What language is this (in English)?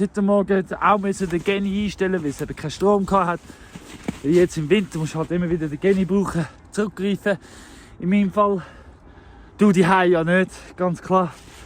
Swiss German